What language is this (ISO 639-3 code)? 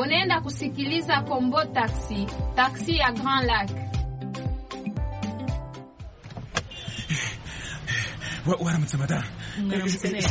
kin